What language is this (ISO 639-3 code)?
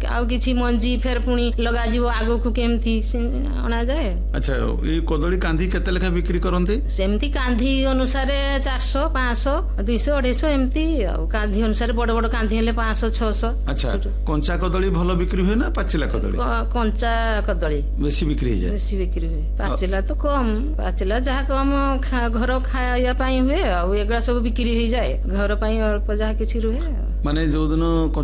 ori